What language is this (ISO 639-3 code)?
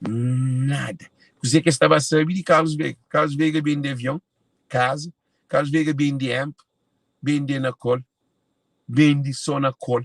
kea